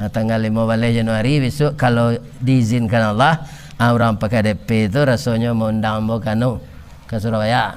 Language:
Minangkabau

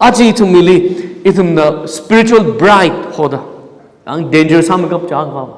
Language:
Tangkhul Naga (India)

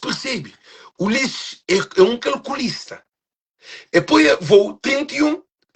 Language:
Kabuverdianu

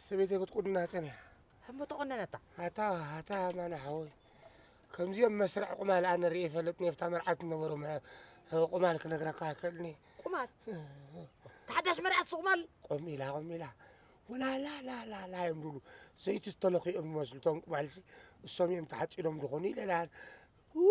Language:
Tigrinya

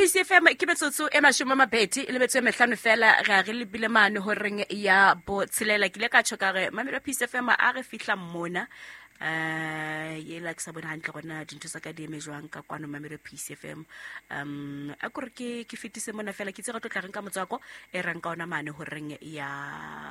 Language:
Southern Sotho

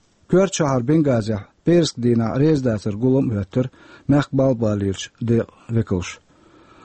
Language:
Chechen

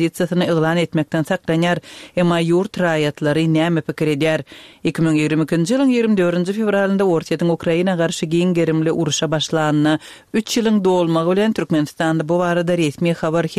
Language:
Turkmen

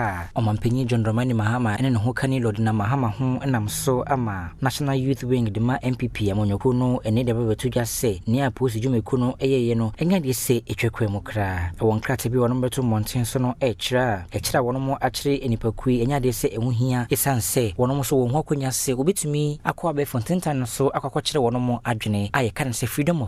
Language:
Akan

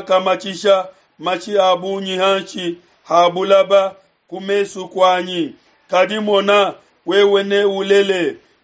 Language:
Luba-Lulua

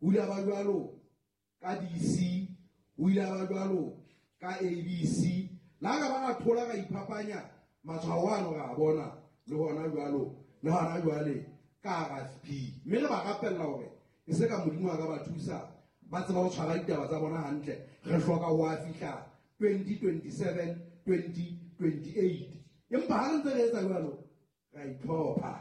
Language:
Southern Sotho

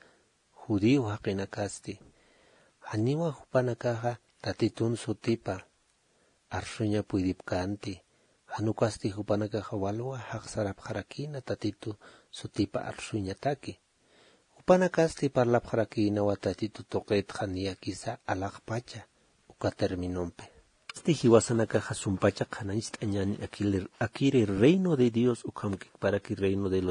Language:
Aymara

